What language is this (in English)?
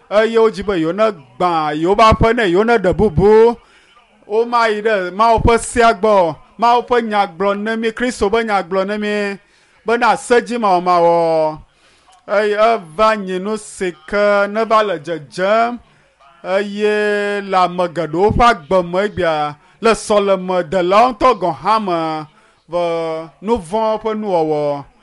Ewe